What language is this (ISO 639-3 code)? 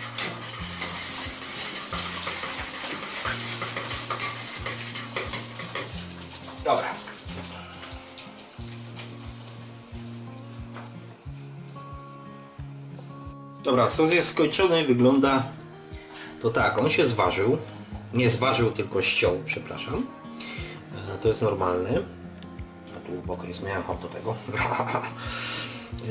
pol